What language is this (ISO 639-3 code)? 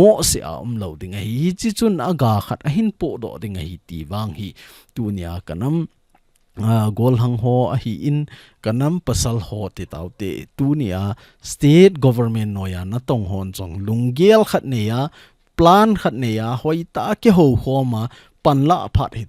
tcz